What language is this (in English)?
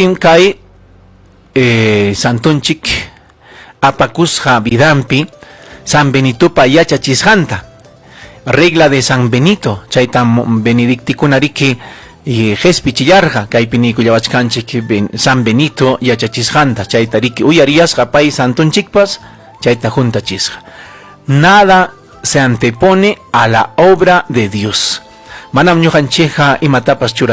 Ayacucho Quechua